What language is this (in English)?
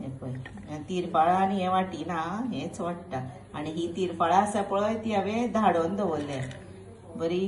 Konkani